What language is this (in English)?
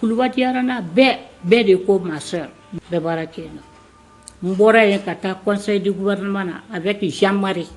Bambara